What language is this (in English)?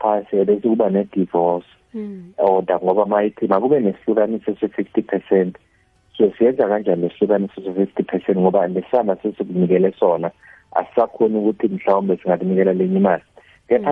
South Ndebele